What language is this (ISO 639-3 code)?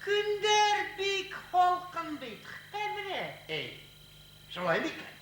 bak